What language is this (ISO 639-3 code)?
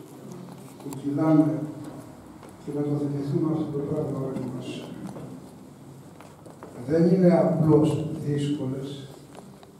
ell